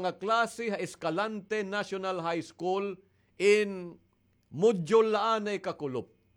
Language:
Waray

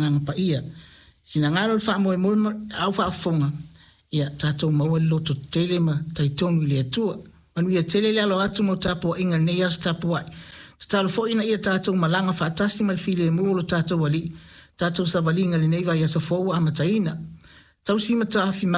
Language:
Samoan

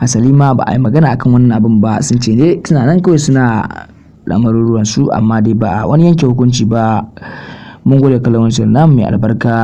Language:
Hausa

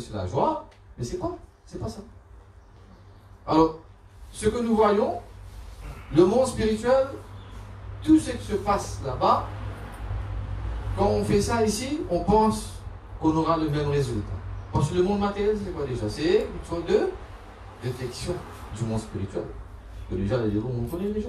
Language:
French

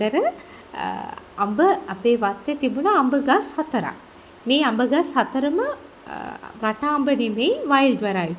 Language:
Sinhala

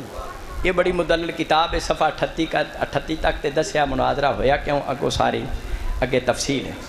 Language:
Saraiki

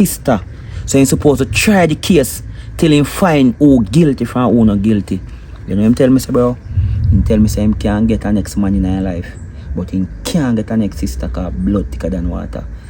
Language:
Jamaican Creole English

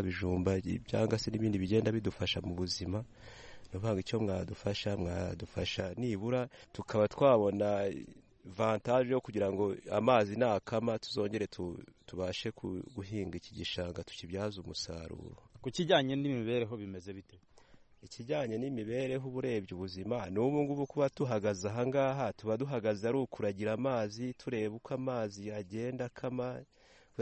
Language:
Kinyarwanda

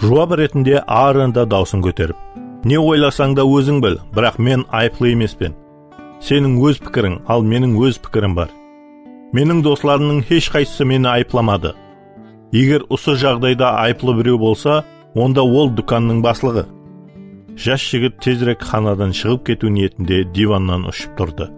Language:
Kara-Kalpak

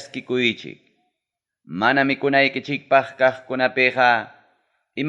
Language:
Ayacucho Quechua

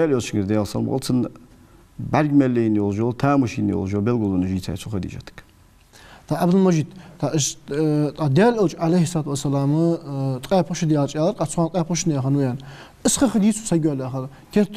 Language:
Ingush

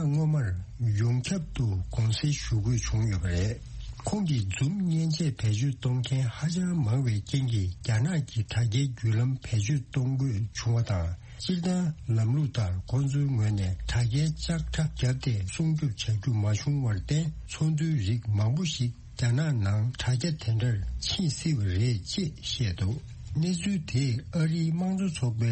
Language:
Tibetan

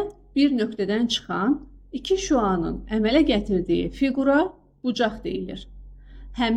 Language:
Azerbaijani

